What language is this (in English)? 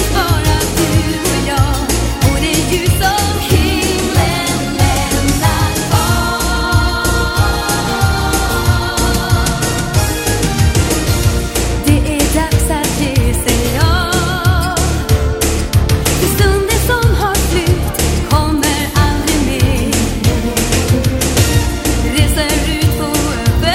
Swedish